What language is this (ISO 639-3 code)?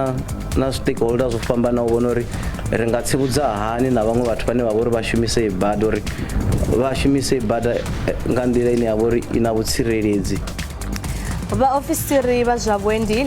ven